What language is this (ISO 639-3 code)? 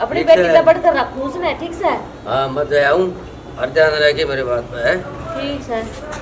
bgc